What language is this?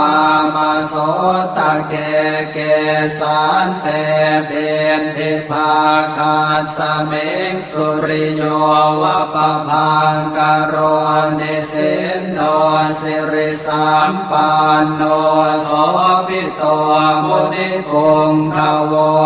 Pali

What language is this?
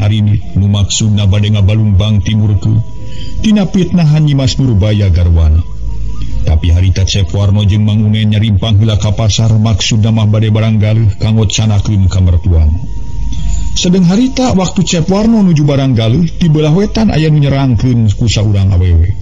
Sundanese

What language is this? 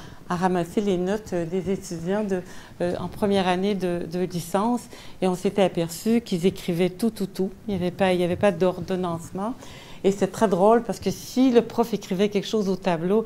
French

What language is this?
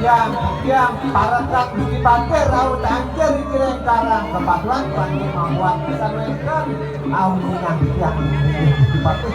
Balinese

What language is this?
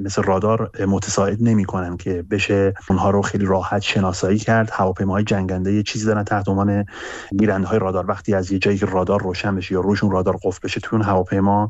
Persian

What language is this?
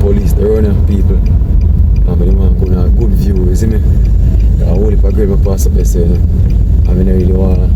Jamaican Creole English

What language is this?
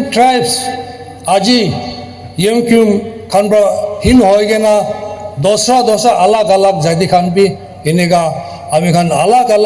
Naga Pidgin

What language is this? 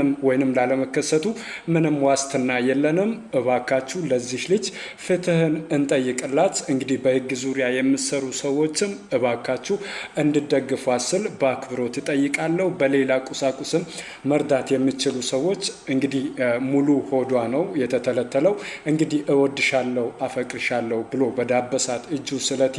Amharic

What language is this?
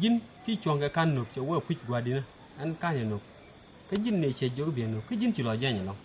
Nuer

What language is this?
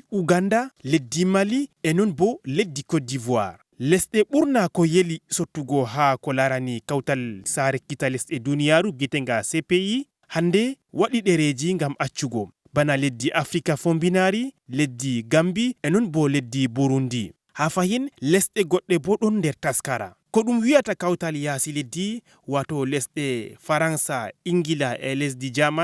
Fula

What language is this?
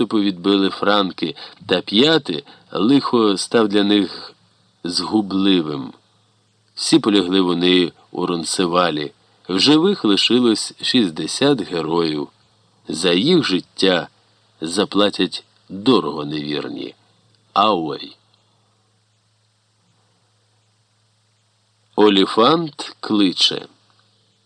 Ukrainian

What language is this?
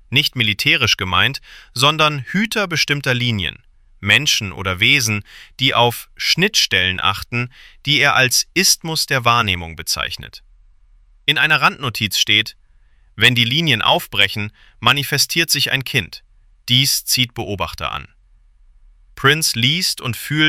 German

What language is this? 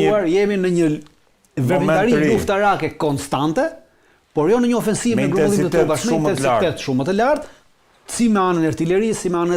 Albanian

